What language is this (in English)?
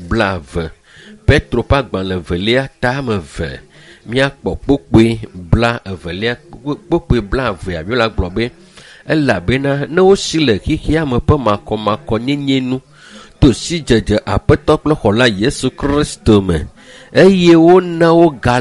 Ewe